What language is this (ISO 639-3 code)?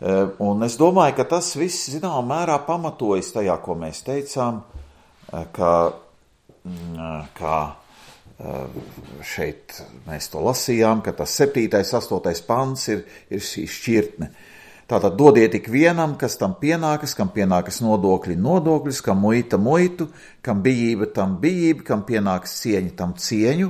lav